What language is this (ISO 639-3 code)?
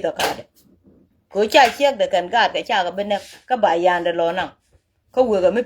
nus